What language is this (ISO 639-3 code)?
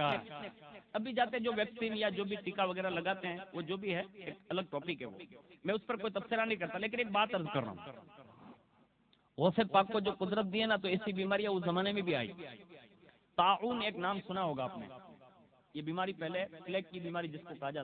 urd